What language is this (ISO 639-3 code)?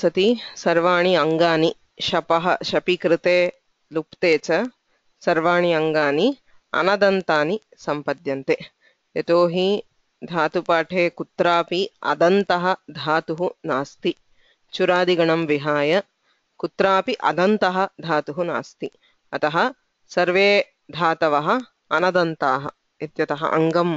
san